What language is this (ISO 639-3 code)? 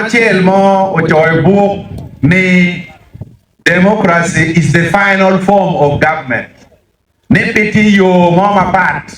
ach